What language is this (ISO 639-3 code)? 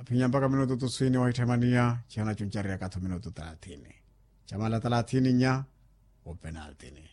vmw